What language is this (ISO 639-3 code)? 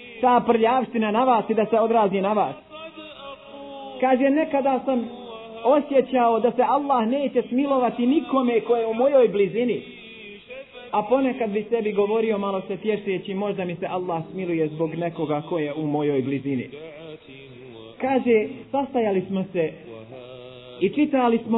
bos